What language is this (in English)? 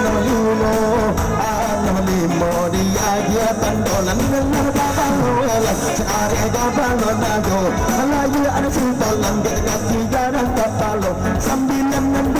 Minangkabau